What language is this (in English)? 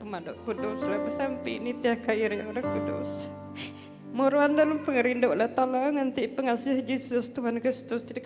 Iban